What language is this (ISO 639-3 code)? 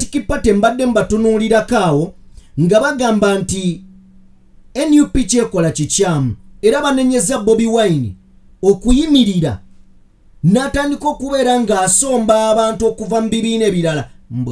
lug